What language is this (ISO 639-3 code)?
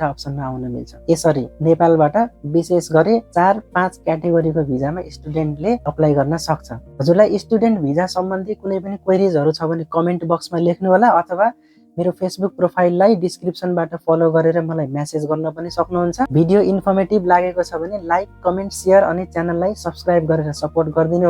nep